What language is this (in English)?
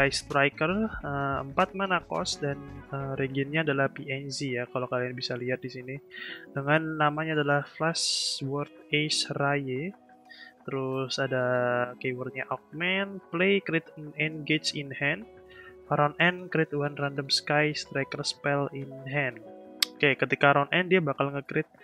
Indonesian